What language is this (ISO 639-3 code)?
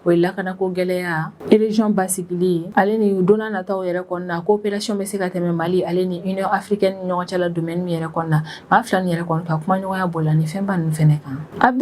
bam